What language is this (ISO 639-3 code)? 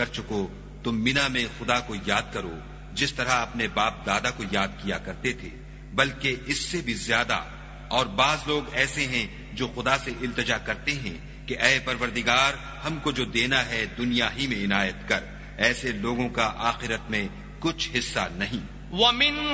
urd